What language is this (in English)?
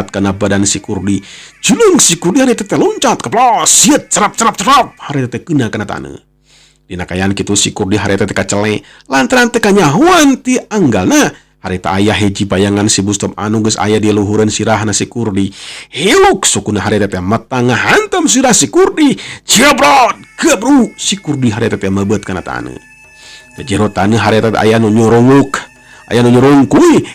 Sundanese